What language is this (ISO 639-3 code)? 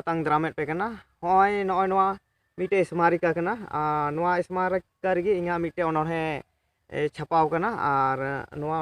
sat